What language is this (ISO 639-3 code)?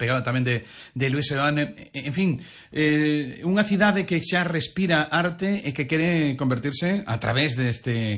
glg